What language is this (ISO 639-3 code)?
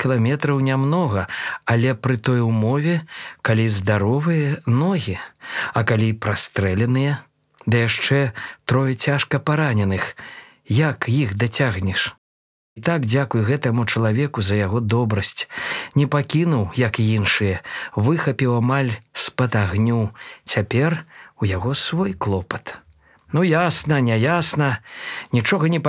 bel